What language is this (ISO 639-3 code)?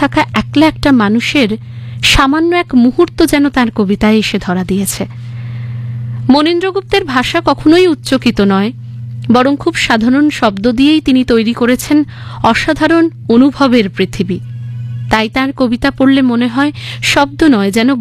ben